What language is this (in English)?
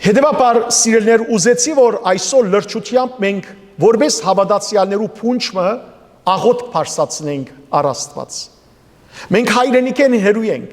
Western Armenian